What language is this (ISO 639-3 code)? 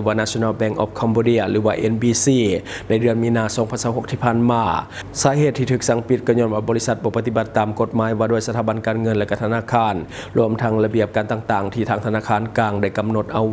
lao